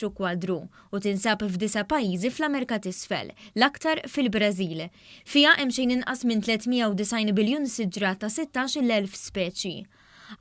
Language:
Maltese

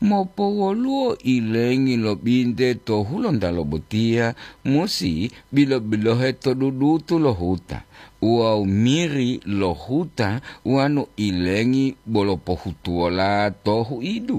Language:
Gorontalo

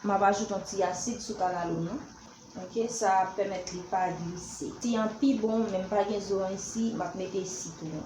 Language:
Haitian Creole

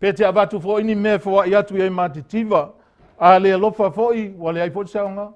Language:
Samoan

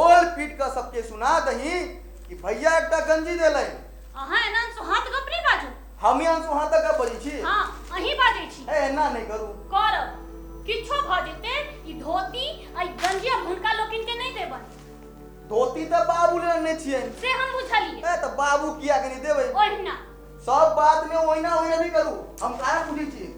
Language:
Maithili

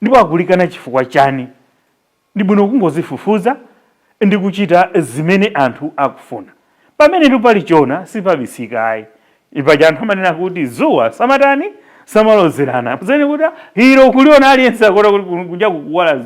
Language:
Nyanja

